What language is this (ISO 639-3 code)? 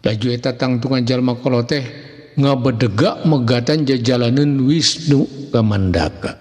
sun